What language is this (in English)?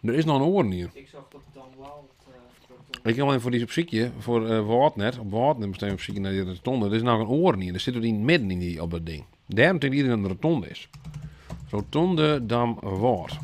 Western Frisian